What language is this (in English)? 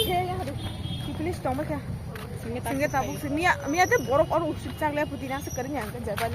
Kok Borok